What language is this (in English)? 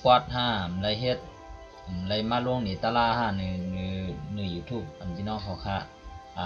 Shan